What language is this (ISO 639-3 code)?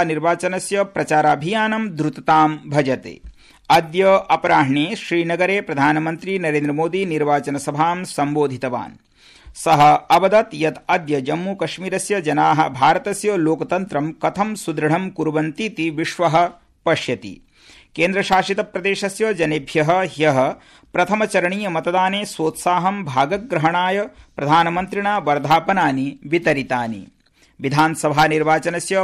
san